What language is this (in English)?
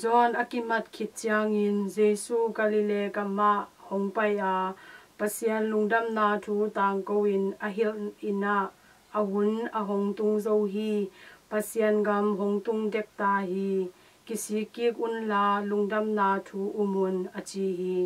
Tedim Chin